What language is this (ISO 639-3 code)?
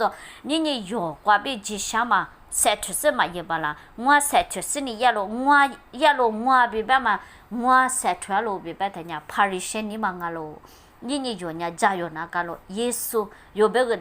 lis